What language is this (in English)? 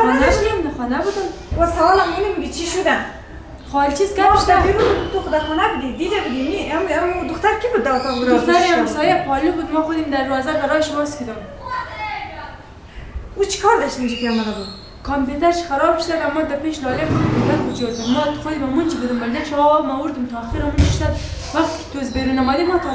Persian